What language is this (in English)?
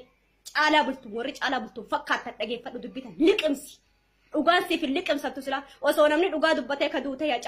Oromo